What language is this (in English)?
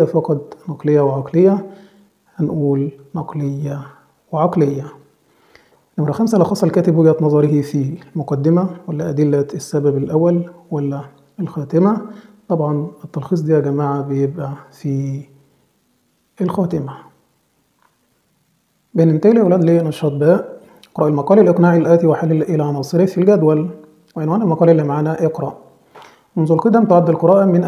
Egyptian Arabic